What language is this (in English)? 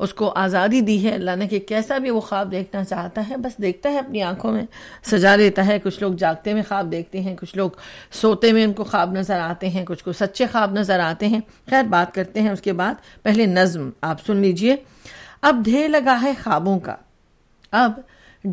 Urdu